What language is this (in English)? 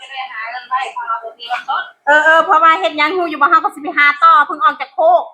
Northeastern Thai